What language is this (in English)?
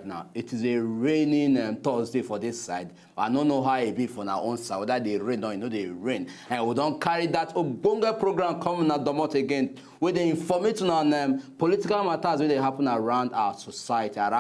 Nigerian Pidgin